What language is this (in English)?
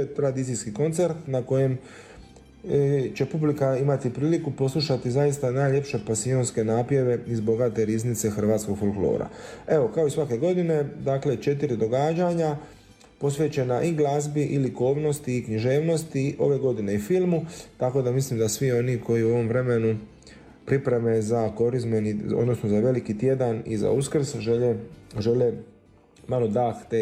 Croatian